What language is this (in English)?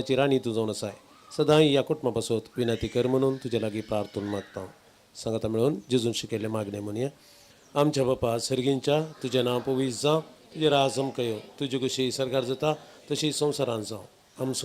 Konkani